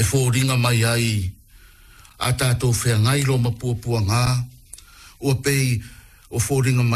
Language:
Samoan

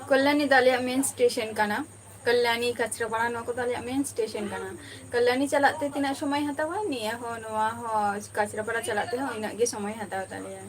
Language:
Santali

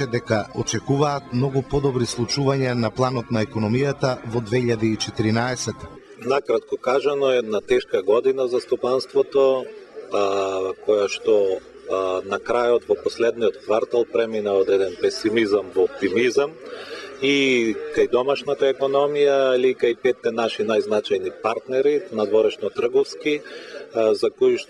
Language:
Macedonian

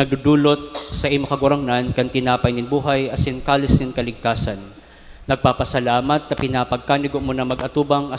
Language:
Bikol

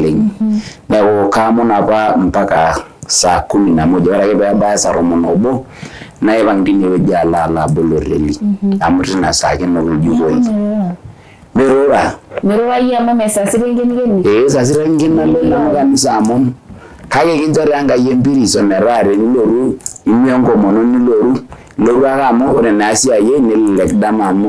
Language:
Masai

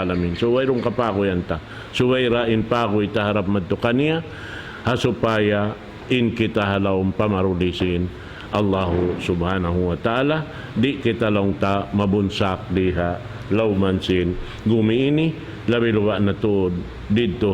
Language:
Tausug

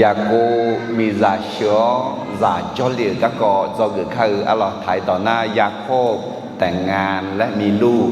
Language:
Akha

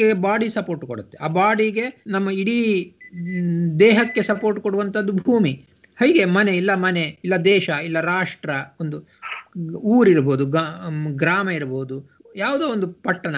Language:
Kannada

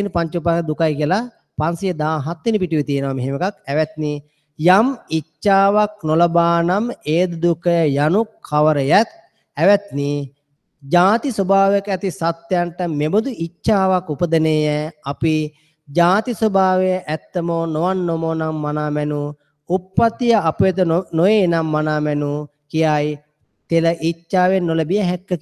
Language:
Sinhala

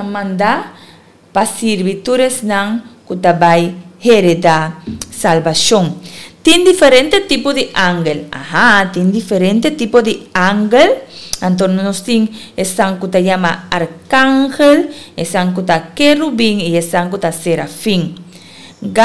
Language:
Papiamento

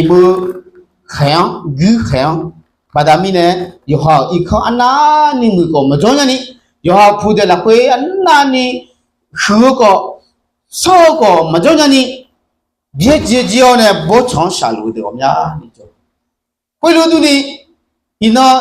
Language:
Akha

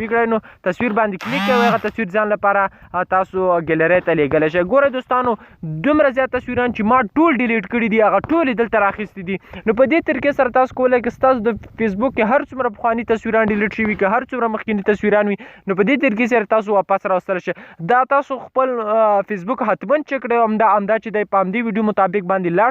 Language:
Pashto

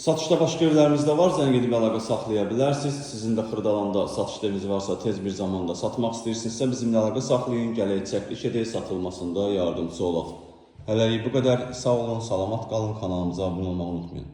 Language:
Azerbaijani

